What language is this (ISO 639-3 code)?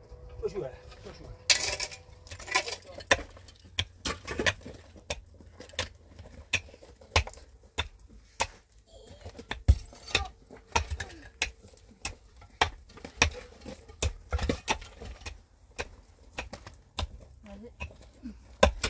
fas